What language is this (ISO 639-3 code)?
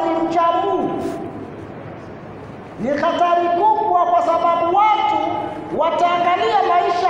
swa